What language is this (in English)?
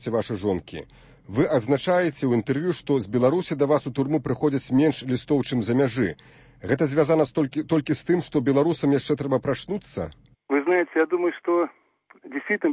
Belarusian